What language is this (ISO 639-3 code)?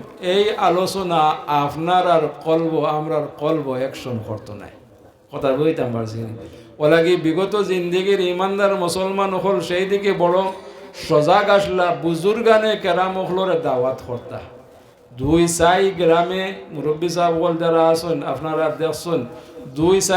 syl